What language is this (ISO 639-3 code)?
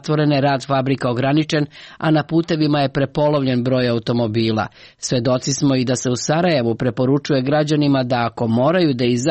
srp